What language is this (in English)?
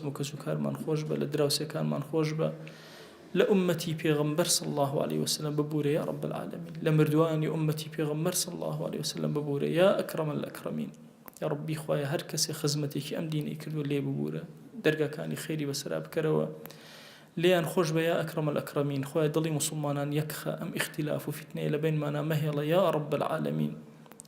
Central Kurdish